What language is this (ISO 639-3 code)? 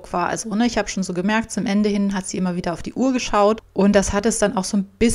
deu